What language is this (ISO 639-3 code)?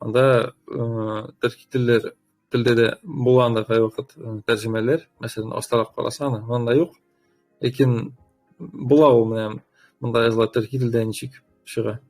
tat